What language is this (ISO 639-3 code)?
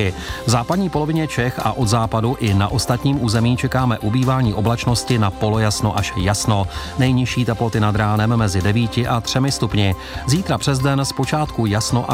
ces